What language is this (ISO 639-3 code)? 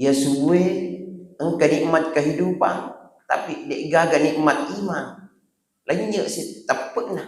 bug